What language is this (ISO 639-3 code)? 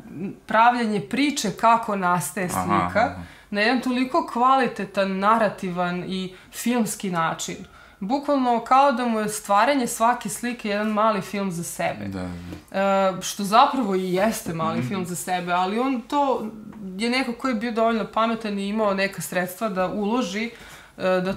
srp